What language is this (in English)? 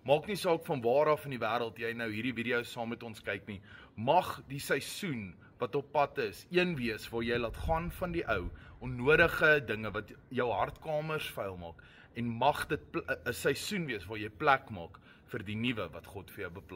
Afrikaans